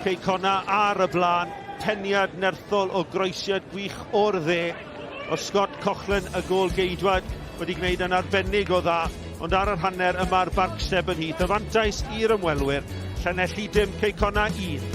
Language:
Welsh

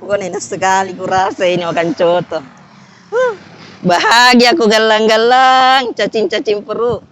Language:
Makassar Malay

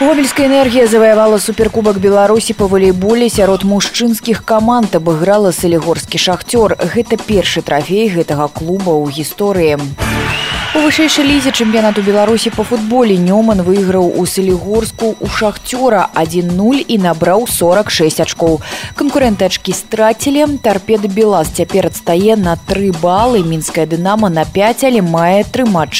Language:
Belarusian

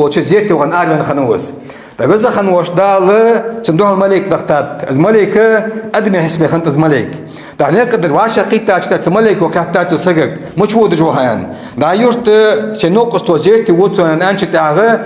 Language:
Ingush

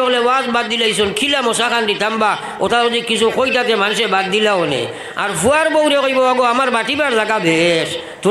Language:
Sylheti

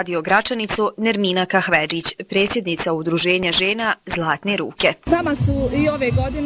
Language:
Bosnian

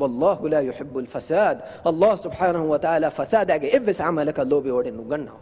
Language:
Divehi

